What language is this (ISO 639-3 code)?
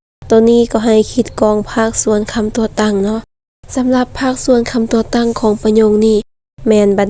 lao